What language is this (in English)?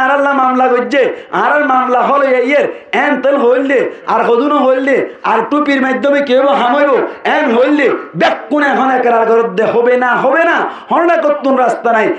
Rohingya